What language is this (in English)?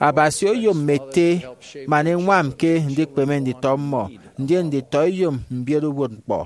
Efik